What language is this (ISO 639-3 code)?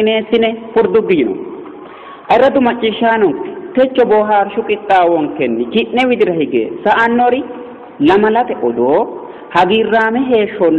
sid